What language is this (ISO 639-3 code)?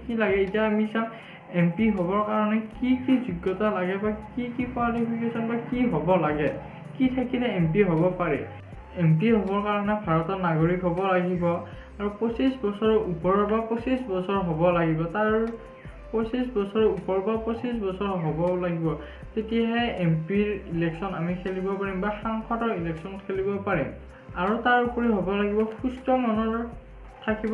asm